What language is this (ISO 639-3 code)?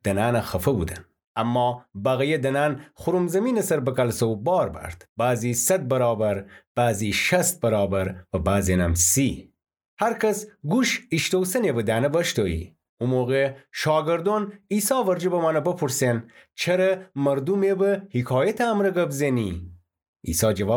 glk